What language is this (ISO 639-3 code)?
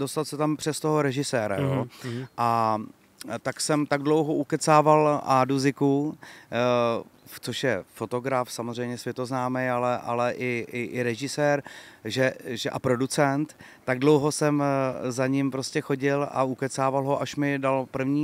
ces